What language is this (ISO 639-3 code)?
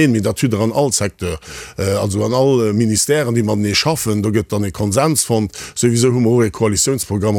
ltz